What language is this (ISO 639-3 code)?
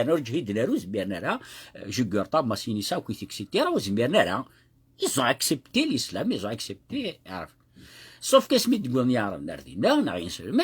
kab